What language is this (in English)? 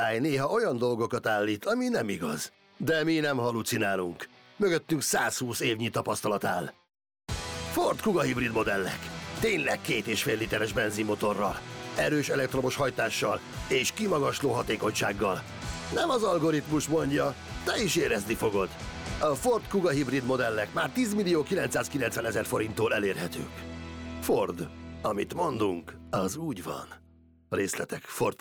Hungarian